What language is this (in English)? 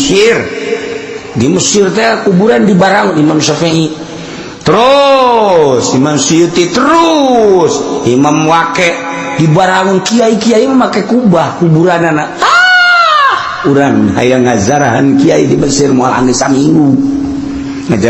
Sundanese